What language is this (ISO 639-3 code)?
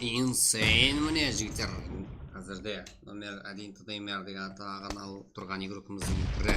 kaa